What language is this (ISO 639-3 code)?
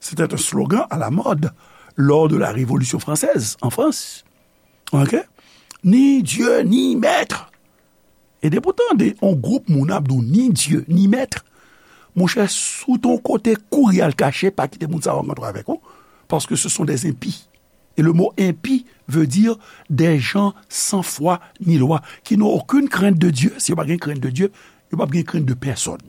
hat